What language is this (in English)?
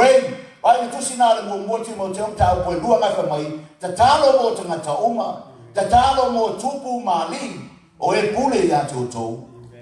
Samoan